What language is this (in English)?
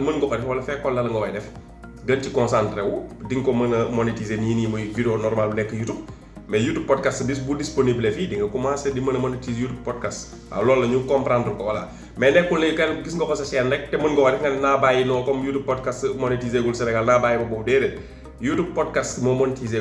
Wolof